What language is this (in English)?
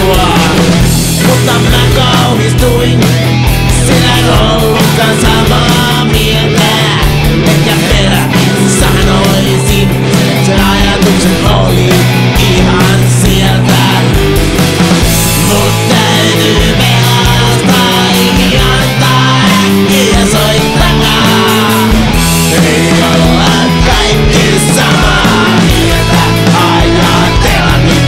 Finnish